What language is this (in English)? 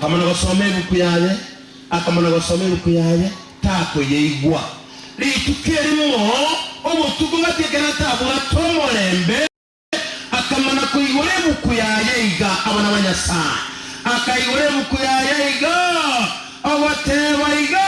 Gusii